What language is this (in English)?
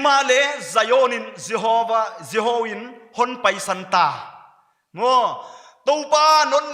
Paite Chin